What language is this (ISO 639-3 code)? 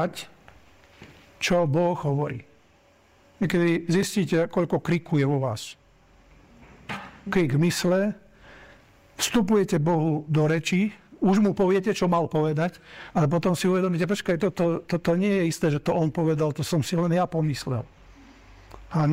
slk